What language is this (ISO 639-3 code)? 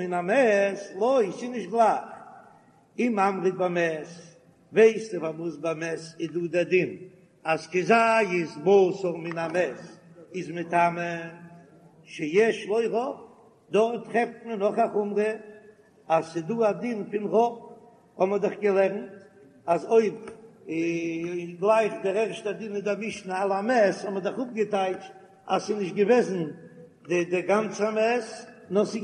yid